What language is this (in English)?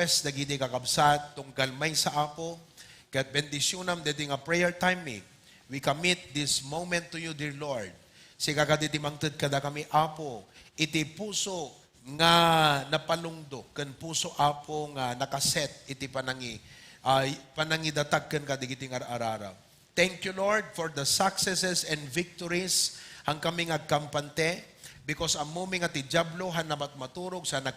Iloko